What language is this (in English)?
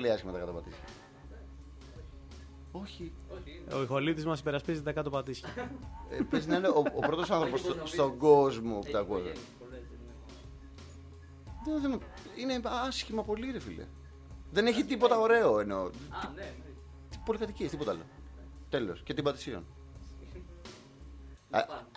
Greek